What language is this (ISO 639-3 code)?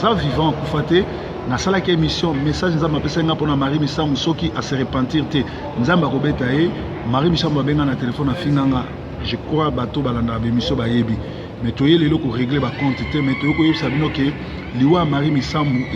lin